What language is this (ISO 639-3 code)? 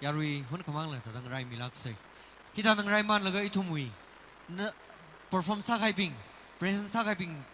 nmf